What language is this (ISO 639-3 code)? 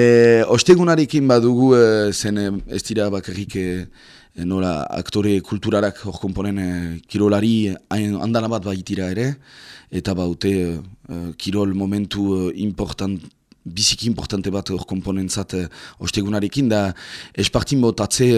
eus